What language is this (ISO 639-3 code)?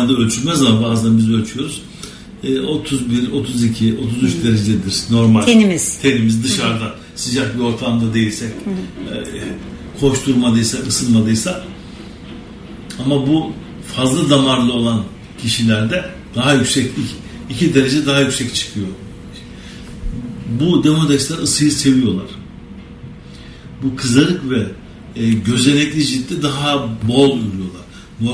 tur